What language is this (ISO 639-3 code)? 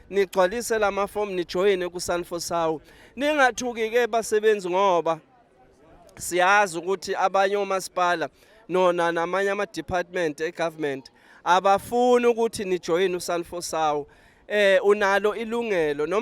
zul